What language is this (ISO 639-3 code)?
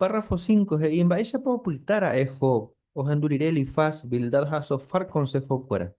grn